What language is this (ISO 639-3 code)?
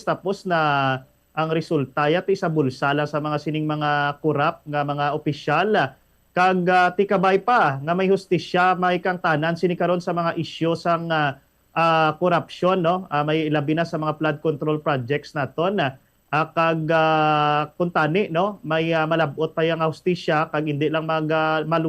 hil